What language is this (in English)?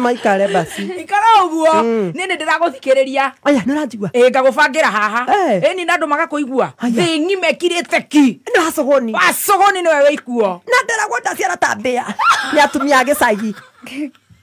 Kikuyu